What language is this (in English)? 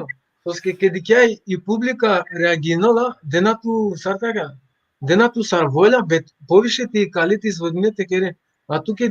Balkan Romani